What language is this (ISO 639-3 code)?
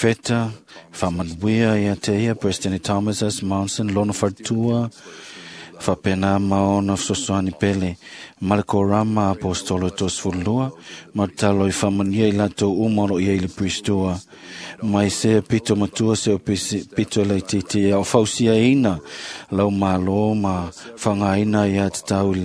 smo